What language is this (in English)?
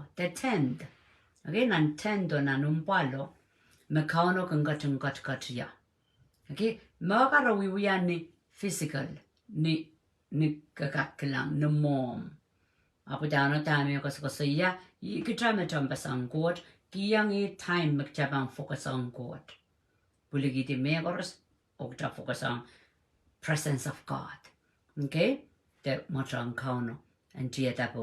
Pohnpeian